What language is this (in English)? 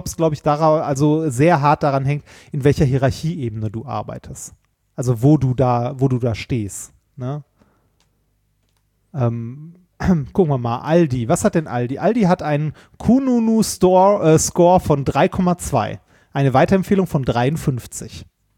German